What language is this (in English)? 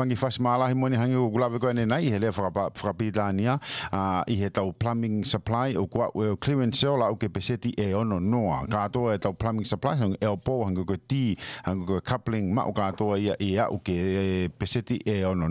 Tongan